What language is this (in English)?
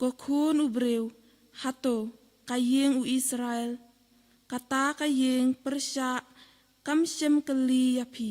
Khasi